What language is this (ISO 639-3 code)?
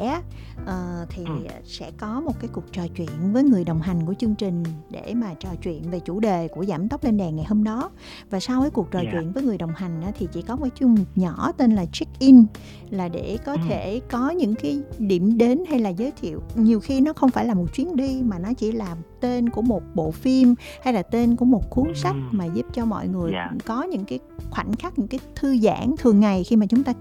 vie